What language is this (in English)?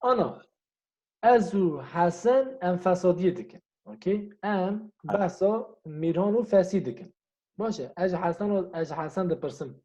Kurdish